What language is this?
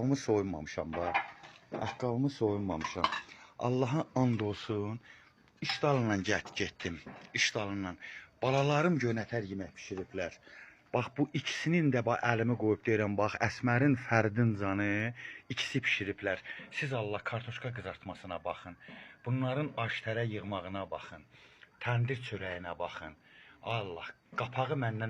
Azerbaijani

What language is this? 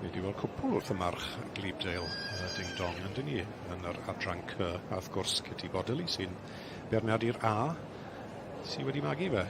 Welsh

